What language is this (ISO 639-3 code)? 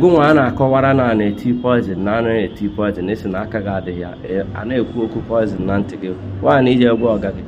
ibo